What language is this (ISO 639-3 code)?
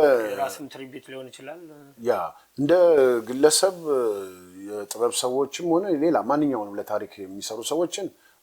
amh